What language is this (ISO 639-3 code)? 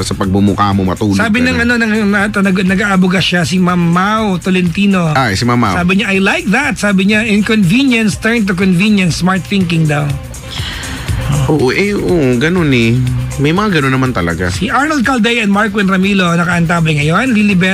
fil